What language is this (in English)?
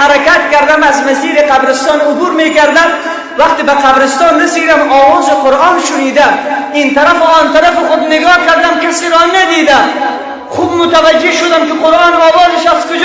Persian